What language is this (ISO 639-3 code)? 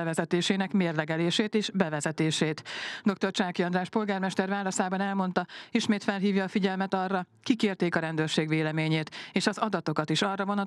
hun